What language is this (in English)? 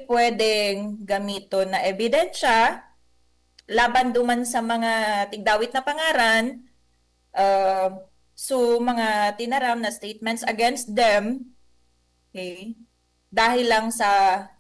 Bikol